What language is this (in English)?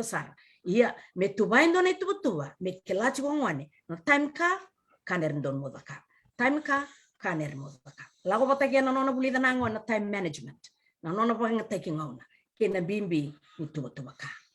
Fijian